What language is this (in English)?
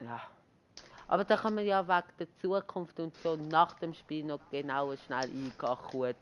Swiss German